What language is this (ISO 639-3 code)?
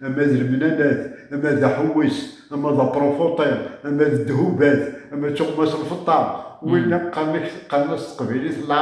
kab